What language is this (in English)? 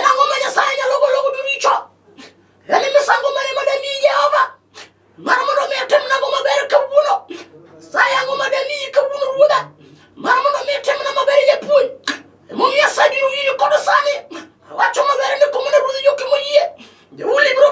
Luo (Kenya and Tanzania)